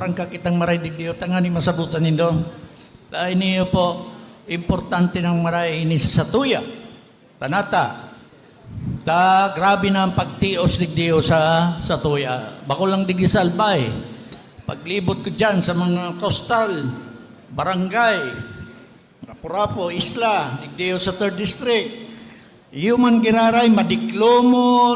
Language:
Bikol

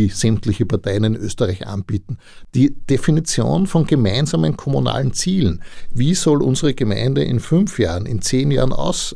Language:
German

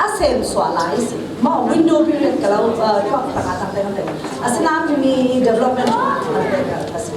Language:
Falam Chin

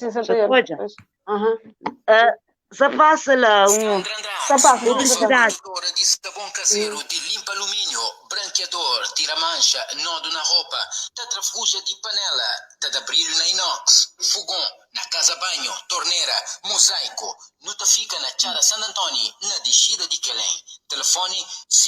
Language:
Kabuverdianu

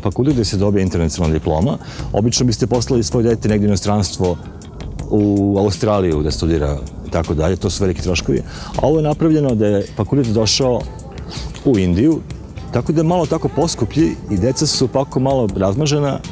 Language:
Serbian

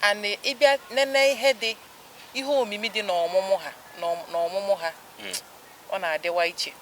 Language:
Igbo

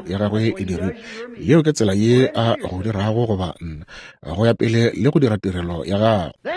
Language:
Northern Sotho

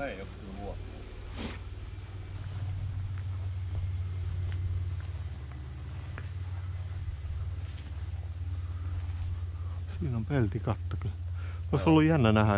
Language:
Finnish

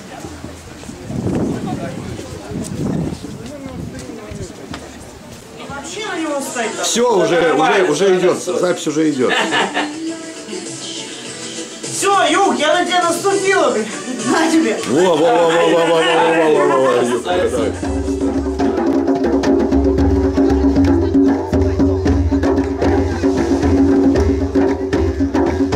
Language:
Russian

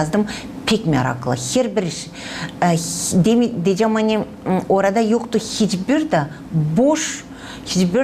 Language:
Gagauz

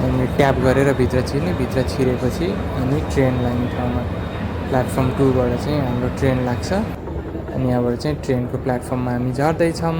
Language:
Nepali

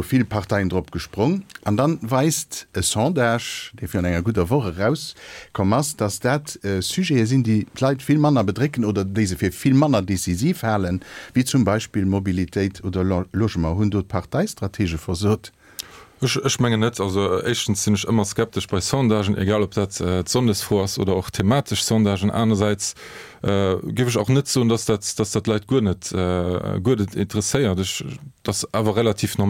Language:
Luxembourgish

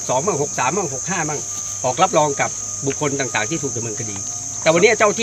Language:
Thai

